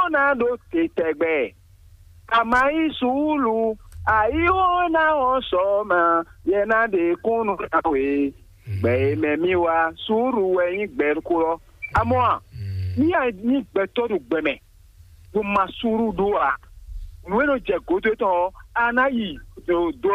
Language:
Fon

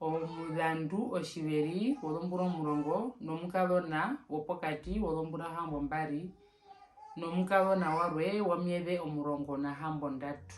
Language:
Herero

